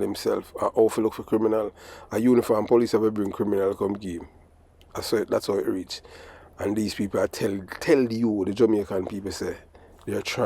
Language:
Jamaican Creole English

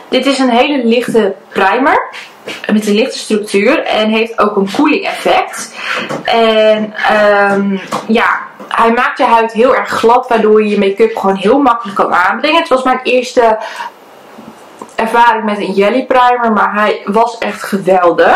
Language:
Dutch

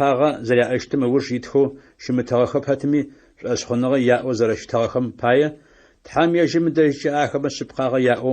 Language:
Adyghe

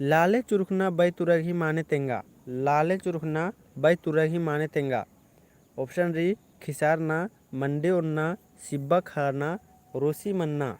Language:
Kurukh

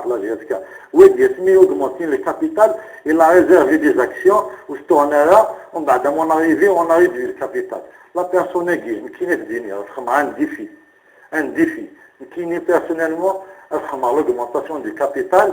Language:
Kabyle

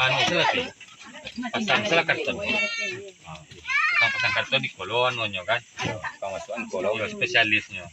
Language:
Minangkabau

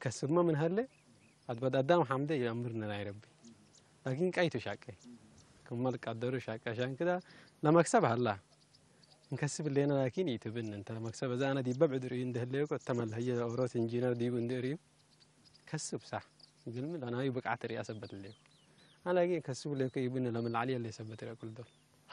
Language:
Tigre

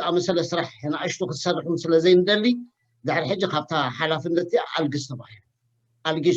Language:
Tigrinya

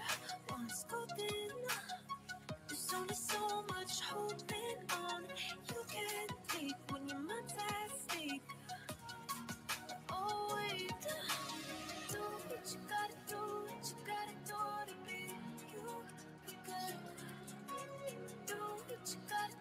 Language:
English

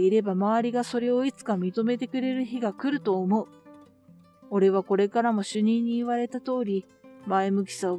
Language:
Japanese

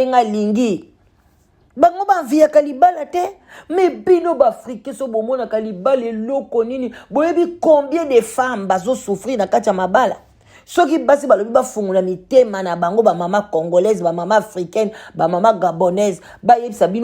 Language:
Lingala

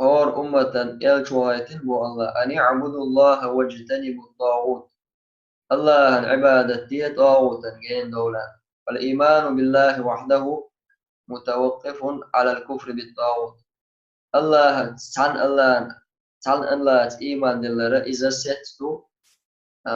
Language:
Chechen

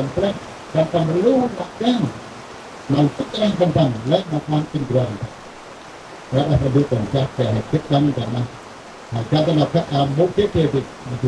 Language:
Central Mnong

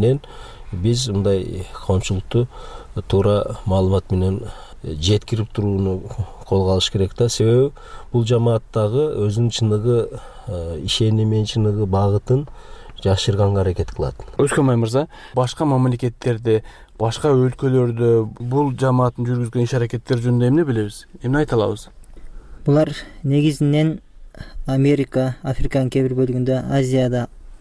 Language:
Kyrgyz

